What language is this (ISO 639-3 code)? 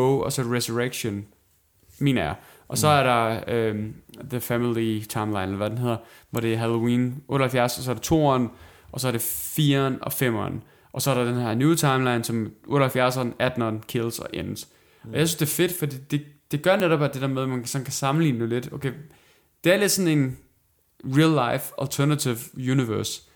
dan